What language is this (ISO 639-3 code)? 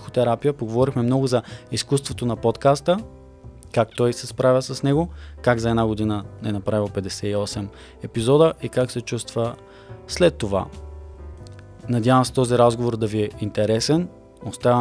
bul